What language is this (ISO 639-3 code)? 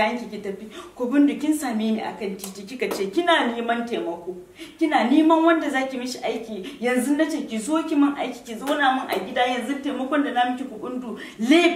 hau